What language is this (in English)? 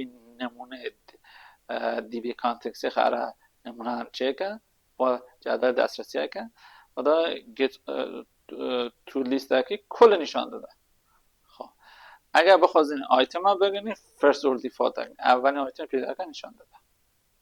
Kurdish